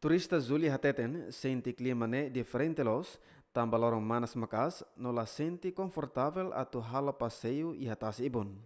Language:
Tetum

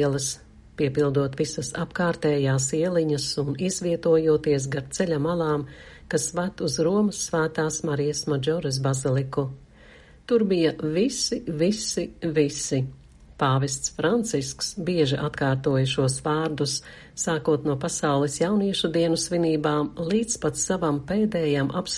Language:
Latvian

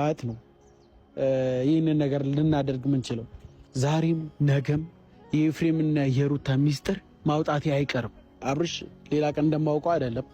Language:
Amharic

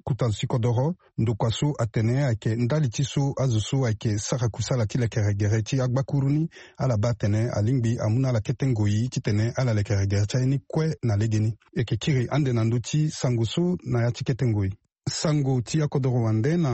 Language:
Sango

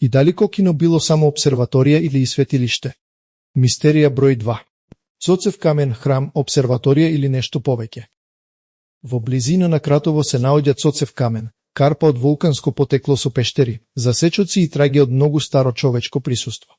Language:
Macedonian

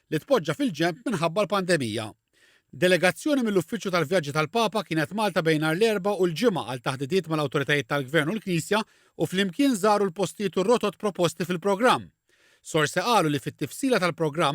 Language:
Maltese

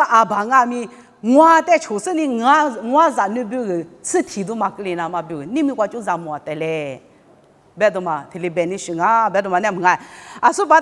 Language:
Lisu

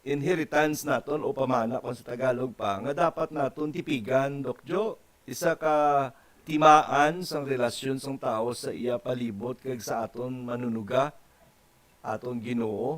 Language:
Hiligaynon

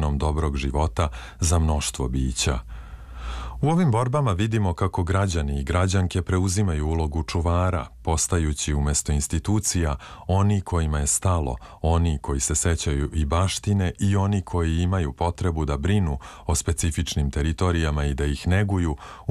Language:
Serbian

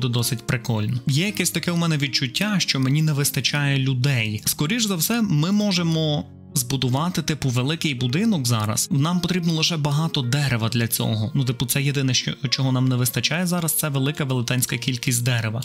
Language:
Ukrainian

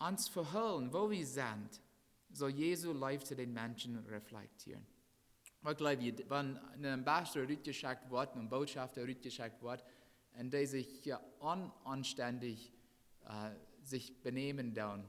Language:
Plautdietsch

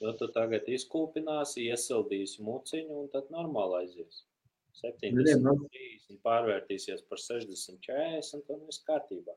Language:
Latvian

